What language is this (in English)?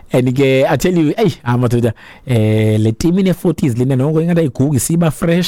Xhosa